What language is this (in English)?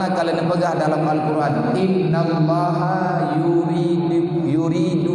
Achinese